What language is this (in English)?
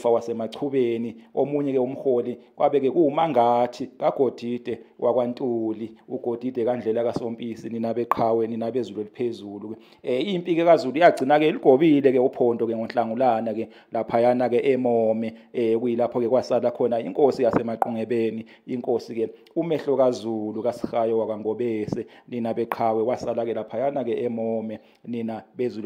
Zulu